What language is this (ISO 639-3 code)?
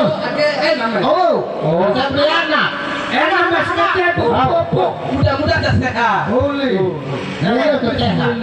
sas